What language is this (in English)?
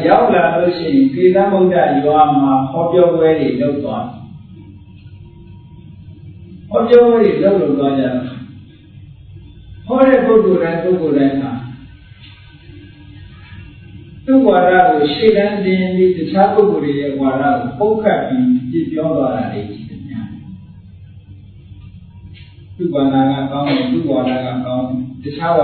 Burmese